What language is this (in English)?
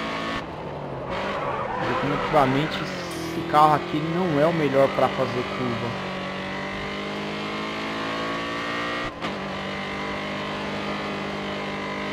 Portuguese